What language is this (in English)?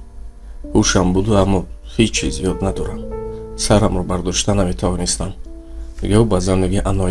Tajik